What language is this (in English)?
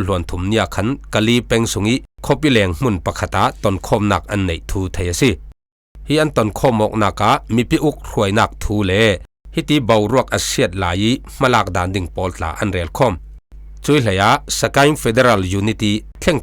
Falam Chin